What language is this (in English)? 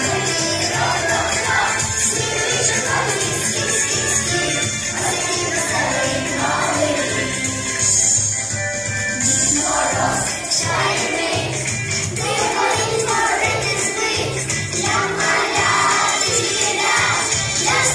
Ukrainian